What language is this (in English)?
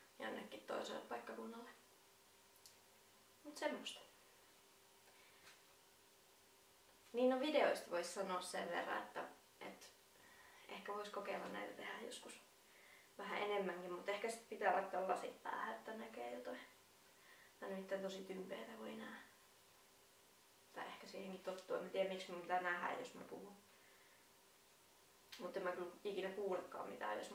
Finnish